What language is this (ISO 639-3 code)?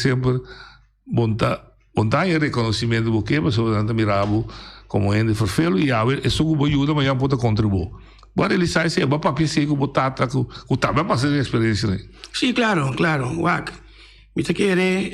pap